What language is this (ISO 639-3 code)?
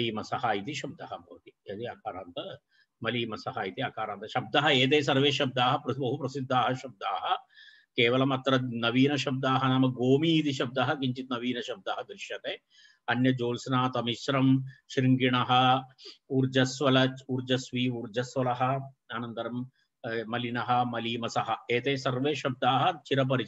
san